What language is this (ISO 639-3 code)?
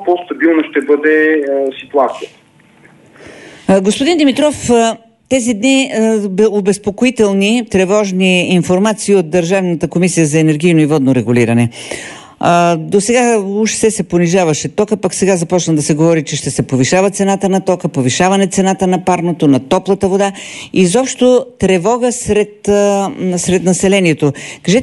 bul